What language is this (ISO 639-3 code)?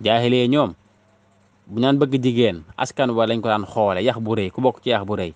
wol